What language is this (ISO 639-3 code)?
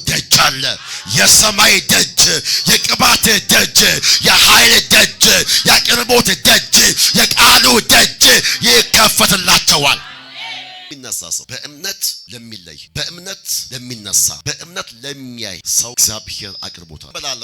amh